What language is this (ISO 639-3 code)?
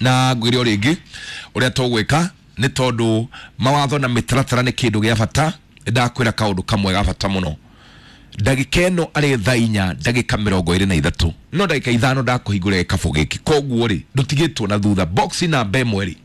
kik